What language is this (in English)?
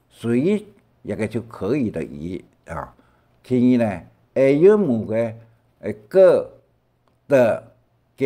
Hakka Chinese